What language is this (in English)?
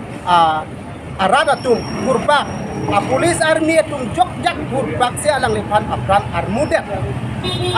Karbi